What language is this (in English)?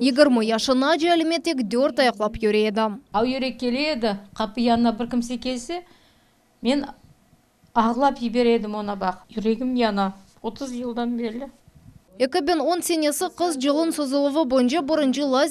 Crimean Tatar